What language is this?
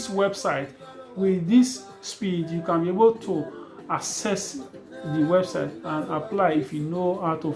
Nigerian Pidgin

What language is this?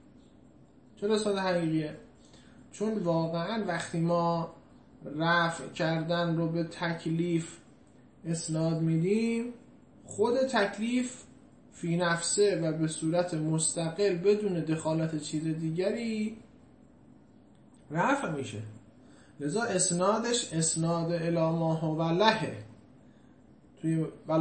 Persian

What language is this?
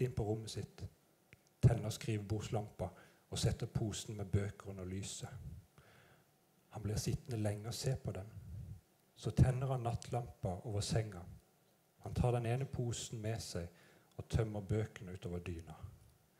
Norwegian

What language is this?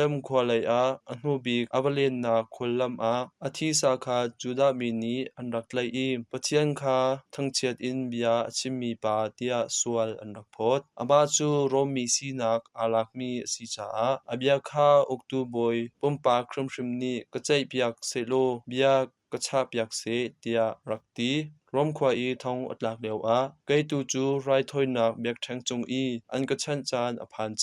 Hakha Chin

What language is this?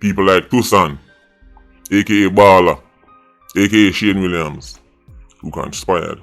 Jamaican Creole English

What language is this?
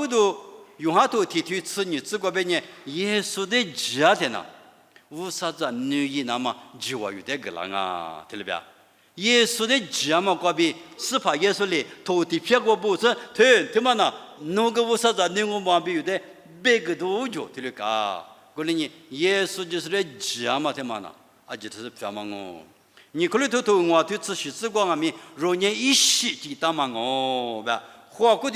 Lisu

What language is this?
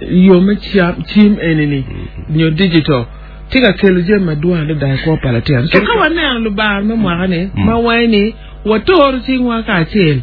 Acoli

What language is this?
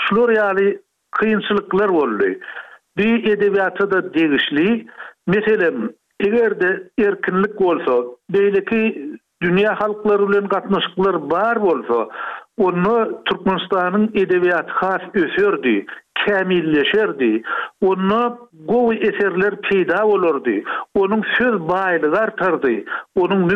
Turkmen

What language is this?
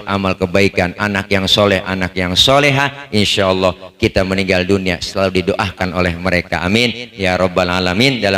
Betawi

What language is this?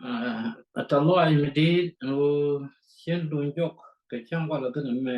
Nuer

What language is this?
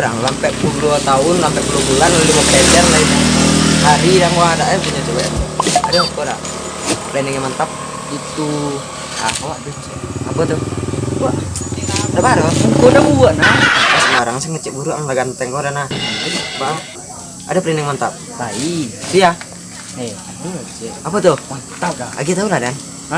Minangkabau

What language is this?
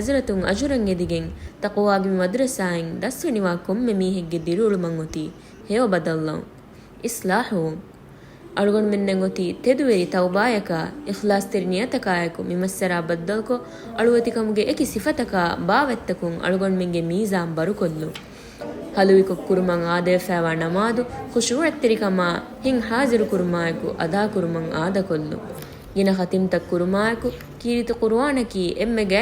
Divehi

